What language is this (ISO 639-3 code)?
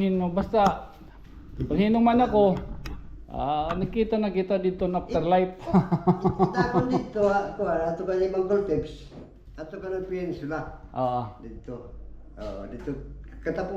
war